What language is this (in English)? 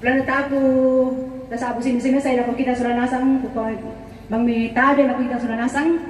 Toraja-Sa'dan